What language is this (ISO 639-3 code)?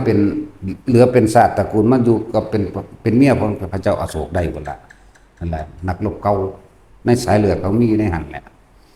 tts